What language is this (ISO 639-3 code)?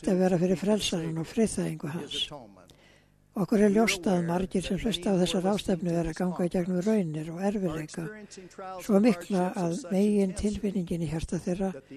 isl